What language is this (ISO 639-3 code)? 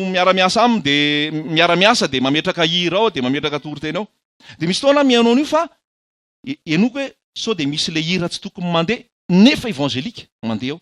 mlg